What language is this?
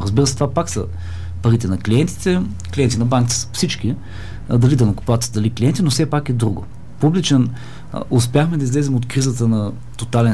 Bulgarian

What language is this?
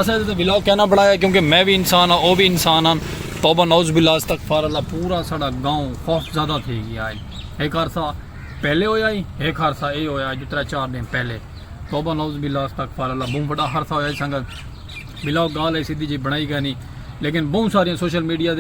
Saraiki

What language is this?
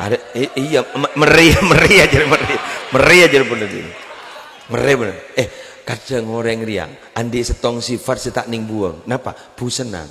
Madurese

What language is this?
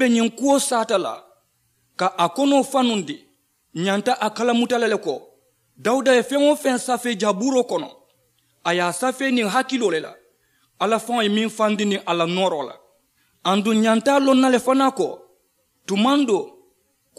Mandingo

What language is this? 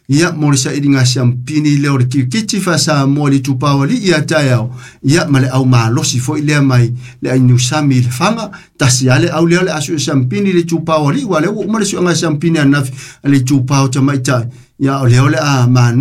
Samoan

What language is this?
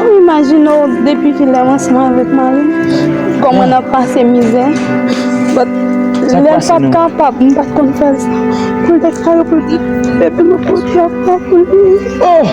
Haitian Creole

